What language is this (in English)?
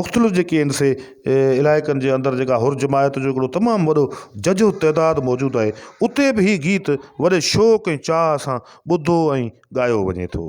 Sindhi